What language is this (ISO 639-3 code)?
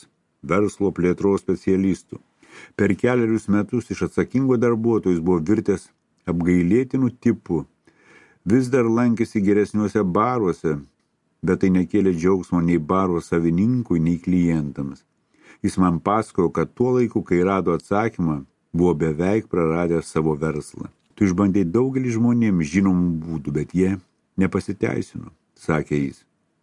lit